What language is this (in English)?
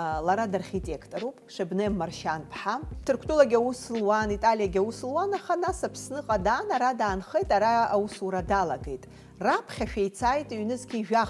Abkhazian